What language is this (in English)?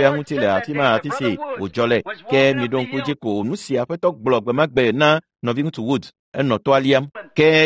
Ewe